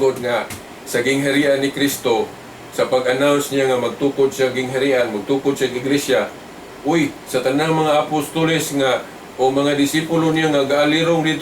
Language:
Cebuano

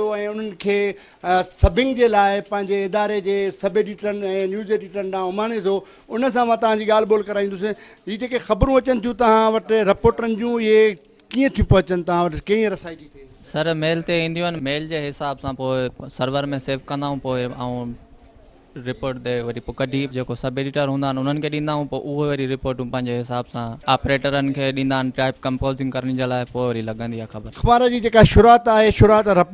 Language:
Sindhi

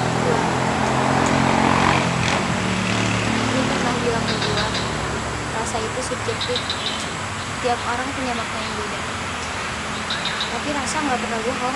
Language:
Indonesian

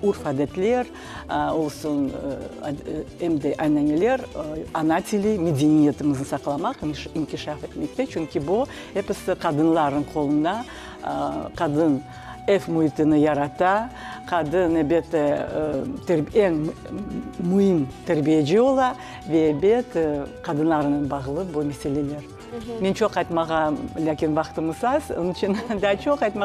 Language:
Crimean Tatar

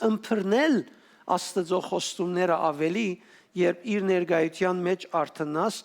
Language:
Western Armenian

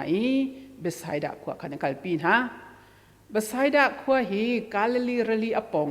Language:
Hakha Chin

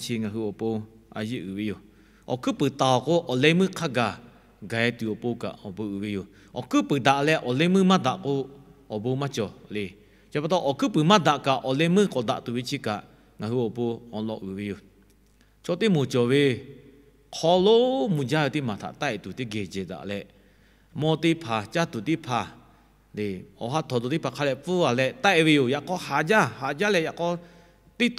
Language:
Lahu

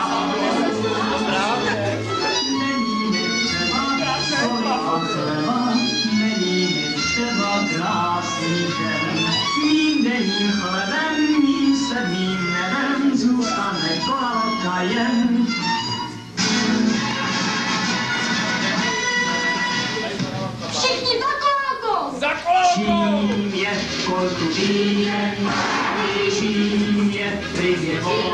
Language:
Czech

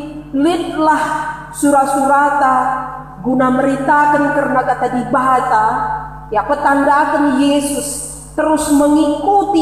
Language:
Batak Karo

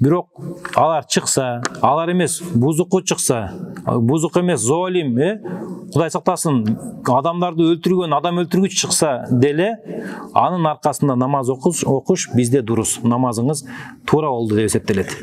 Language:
Kyrgyz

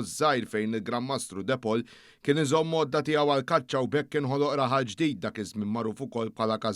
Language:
Maltese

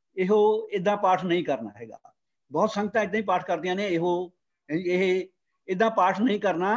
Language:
Punjabi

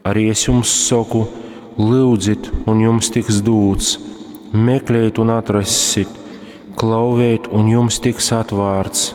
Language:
Latgalian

